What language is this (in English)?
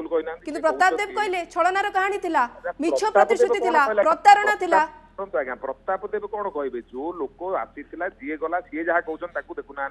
Odia